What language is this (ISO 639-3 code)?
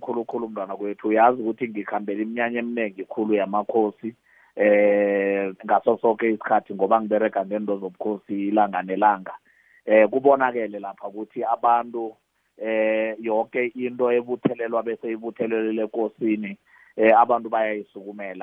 nbl